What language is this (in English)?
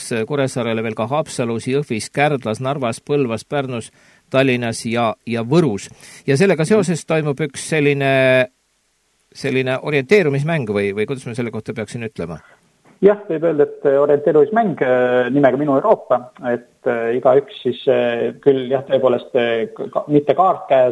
Estonian